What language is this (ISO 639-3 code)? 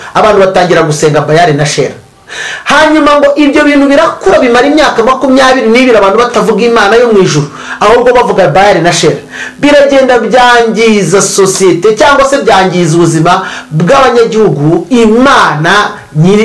kin